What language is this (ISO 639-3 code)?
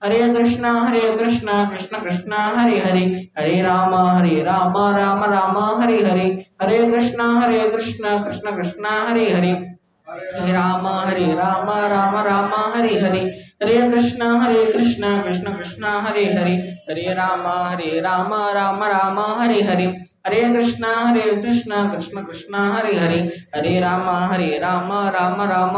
ori